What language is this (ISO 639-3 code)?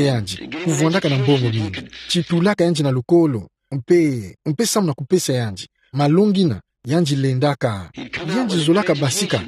ktu